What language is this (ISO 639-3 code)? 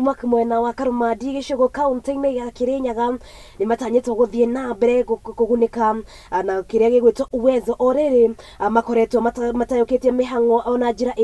kik